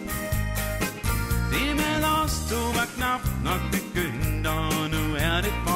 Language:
Danish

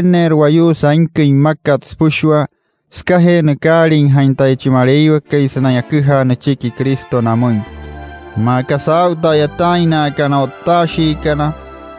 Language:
Wayuu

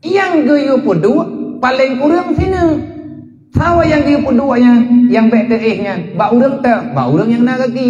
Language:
Achinese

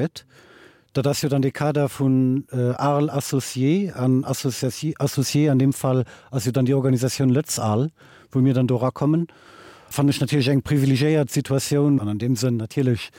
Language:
Luxembourgish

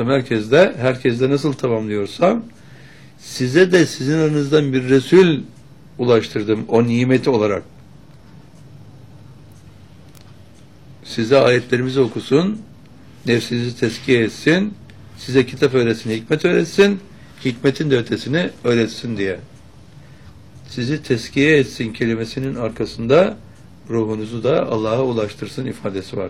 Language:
Turkish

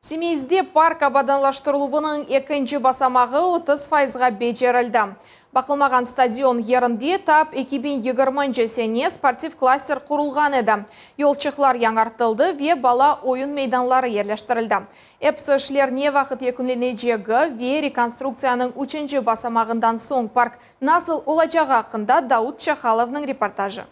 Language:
Crimean Tatar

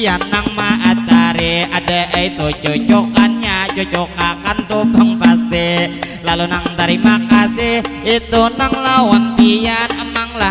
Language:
Banjar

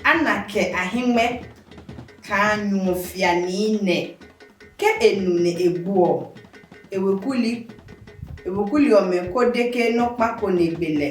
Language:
Adangme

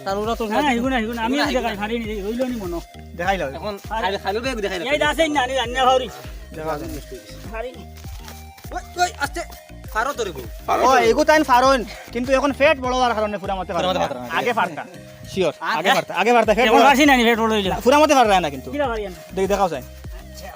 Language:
Sylheti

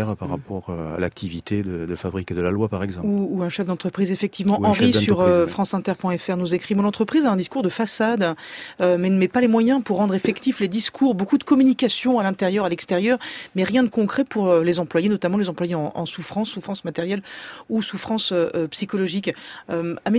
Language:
French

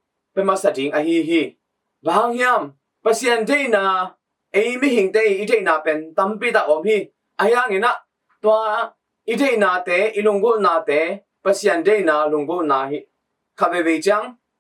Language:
Tedim Chin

